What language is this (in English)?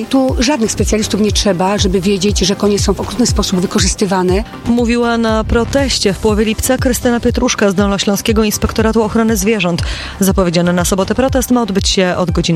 Polish